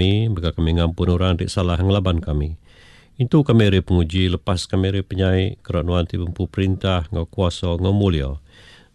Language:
Iban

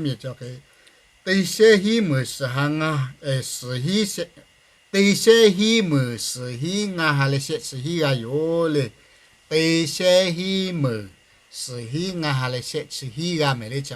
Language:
Lahu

